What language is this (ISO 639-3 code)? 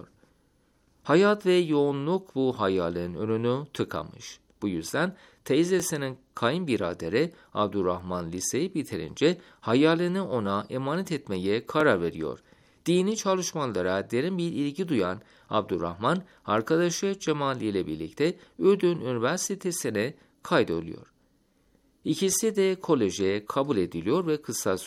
tur